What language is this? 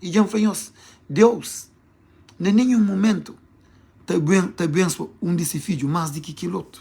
Kabuverdianu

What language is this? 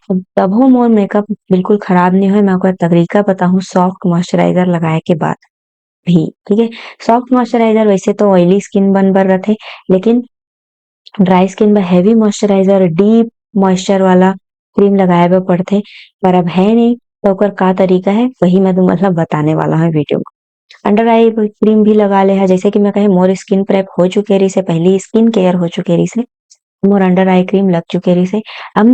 Chhattisgarhi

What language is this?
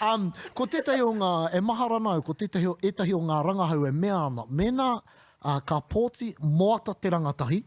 Māori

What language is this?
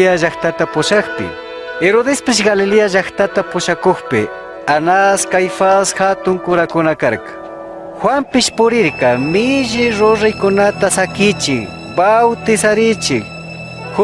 Chimborazo Highland Quichua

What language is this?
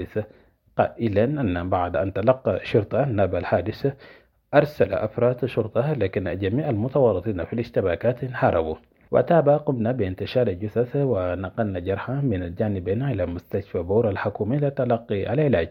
Arabic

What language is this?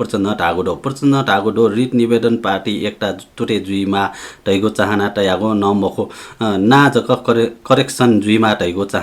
Newari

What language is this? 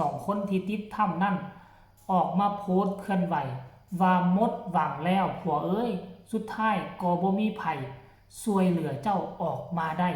Northeastern Thai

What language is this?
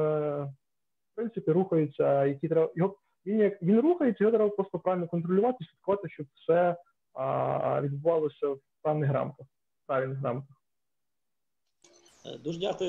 Ukrainian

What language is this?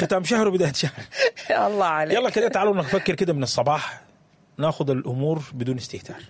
Sudanese Arabic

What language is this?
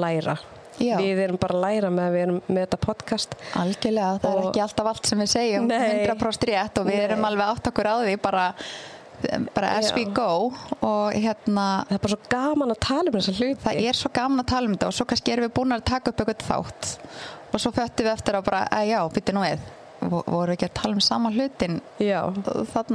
Icelandic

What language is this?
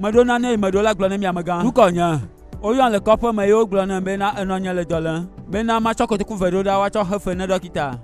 Gen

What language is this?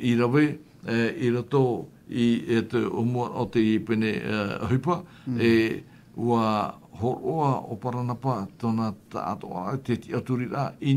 Tahitian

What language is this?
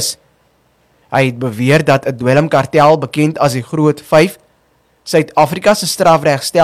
Afrikaans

